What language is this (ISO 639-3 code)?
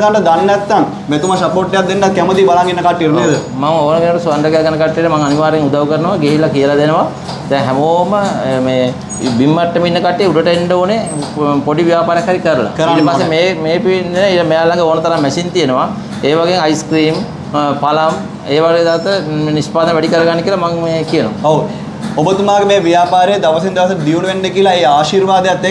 sin